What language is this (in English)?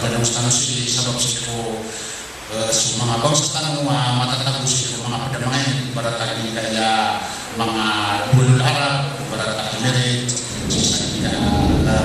Maranao